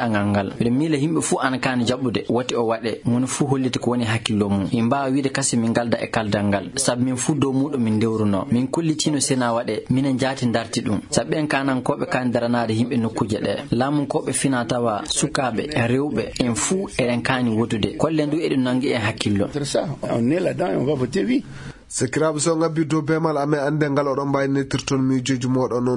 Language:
Fula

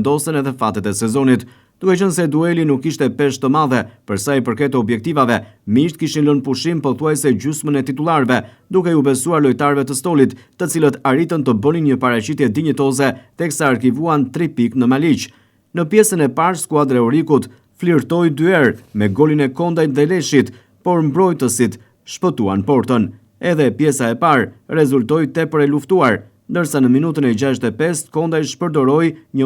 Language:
Albanian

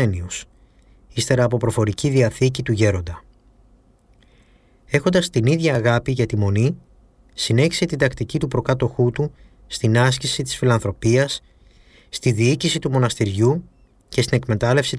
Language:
Greek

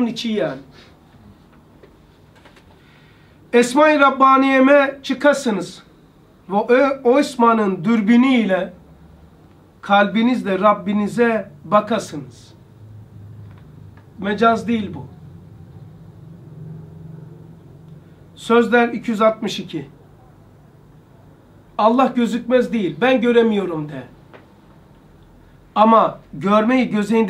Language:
Turkish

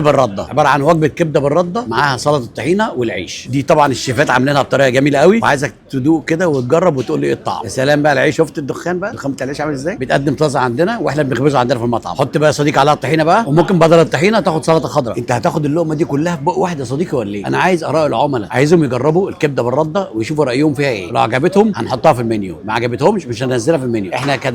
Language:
Egyptian Arabic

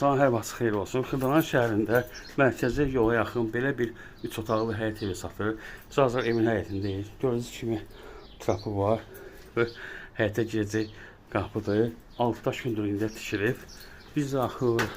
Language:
Azerbaijani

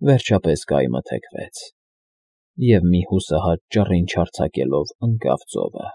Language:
Armenian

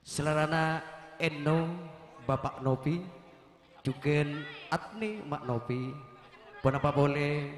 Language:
Madurese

